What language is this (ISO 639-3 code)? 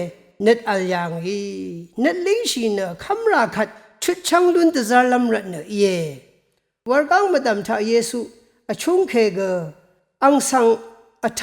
raw